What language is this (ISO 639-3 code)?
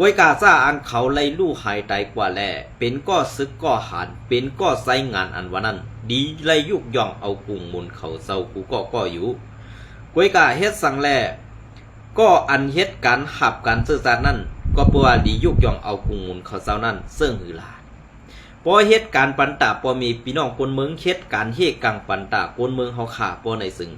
shn